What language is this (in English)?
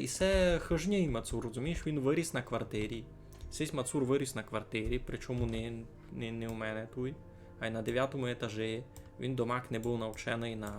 Rusyn